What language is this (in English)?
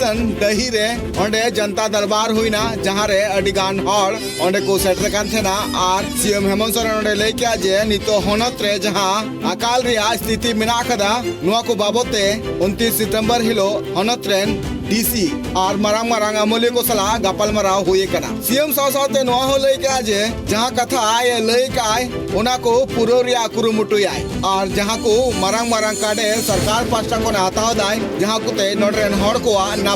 Santali